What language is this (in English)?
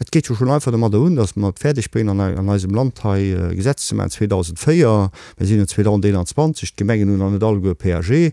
Luxembourgish